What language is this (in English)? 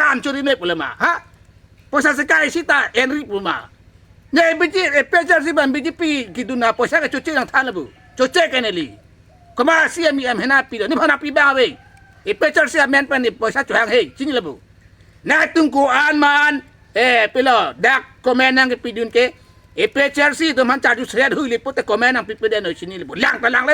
Karbi